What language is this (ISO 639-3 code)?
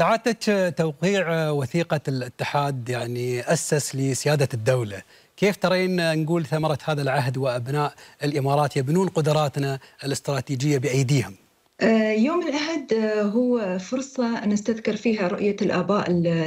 afb